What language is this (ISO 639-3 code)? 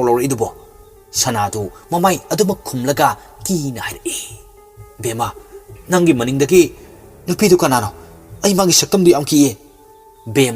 mni